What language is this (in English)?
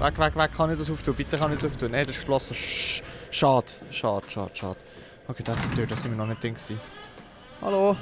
Swiss German